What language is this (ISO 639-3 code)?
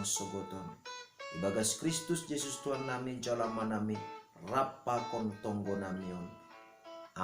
bts